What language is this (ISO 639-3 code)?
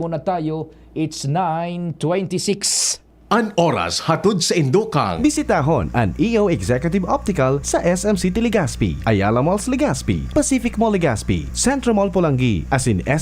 bik